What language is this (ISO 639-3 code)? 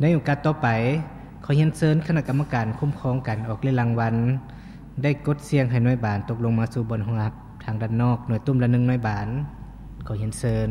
lao